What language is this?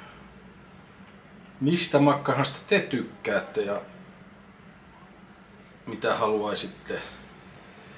Finnish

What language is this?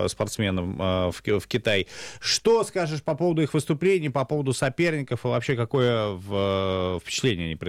Russian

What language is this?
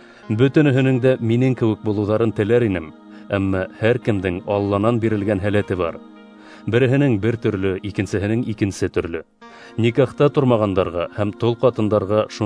Bashkir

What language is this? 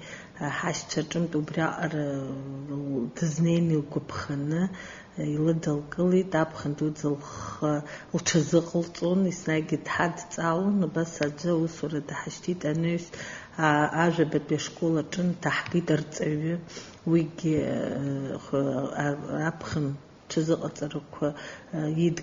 Abkhazian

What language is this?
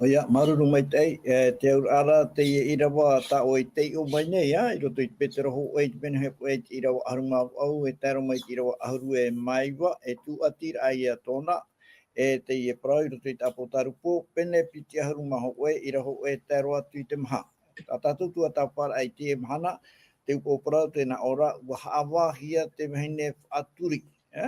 Tahitian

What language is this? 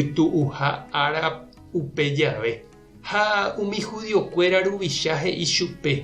Guarani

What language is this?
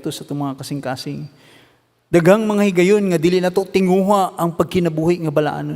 Cebuano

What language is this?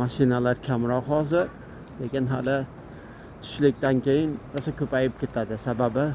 Uzbek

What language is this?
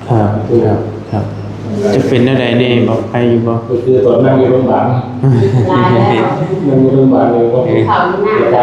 Northeastern Thai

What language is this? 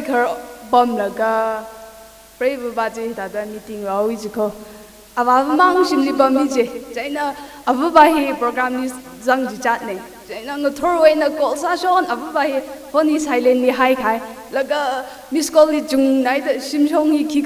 Tangkhul Naga (India)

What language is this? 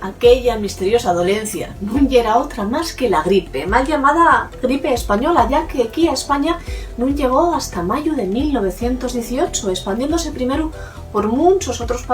Asturian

